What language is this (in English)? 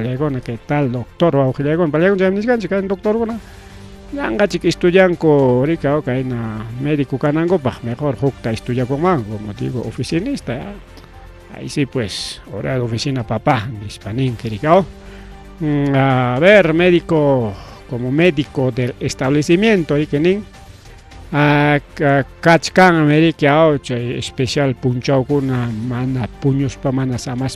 Ayacucho Quechua